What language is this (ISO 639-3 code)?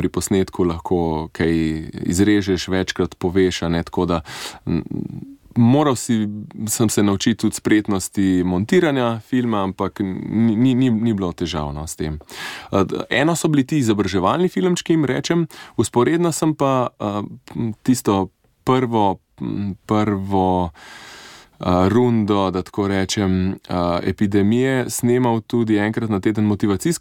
slv